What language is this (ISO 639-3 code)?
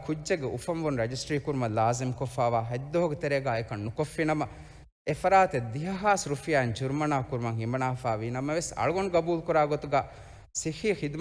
div